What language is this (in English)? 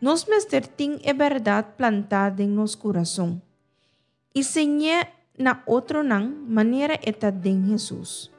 Papiamento